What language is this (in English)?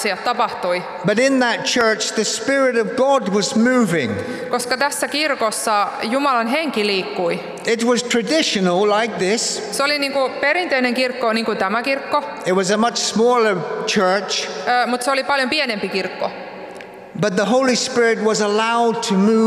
Finnish